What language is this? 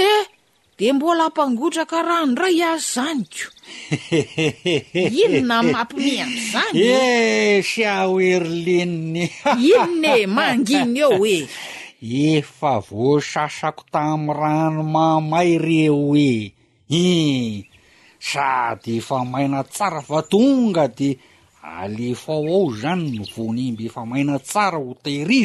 Malagasy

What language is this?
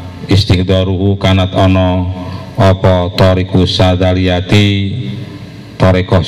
Indonesian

